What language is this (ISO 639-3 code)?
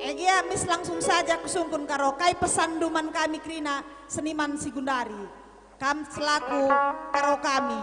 btx